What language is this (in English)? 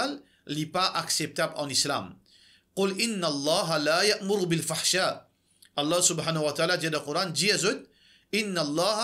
Morisyen